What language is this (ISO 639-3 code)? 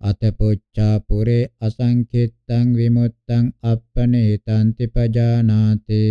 pli